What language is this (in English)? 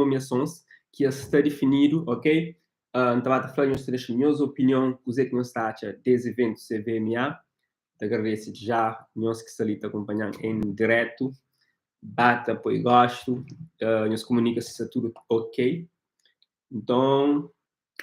Kabuverdianu